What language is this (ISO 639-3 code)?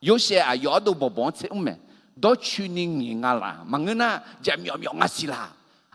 ahk